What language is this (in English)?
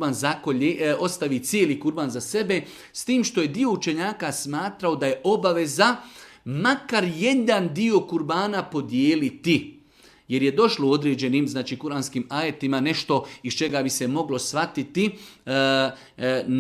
Bosnian